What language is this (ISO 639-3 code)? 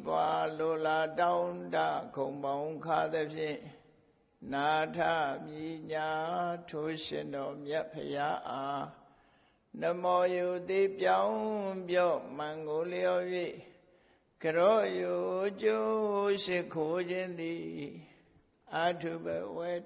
mya